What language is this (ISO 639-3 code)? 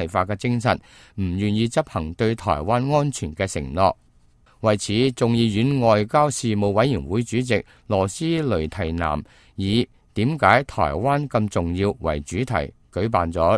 yue